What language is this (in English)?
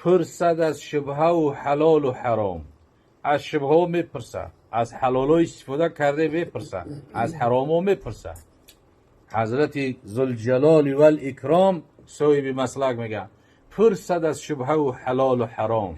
Tajik